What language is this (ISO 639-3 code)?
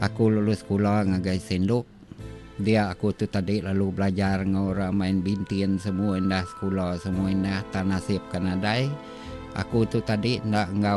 iba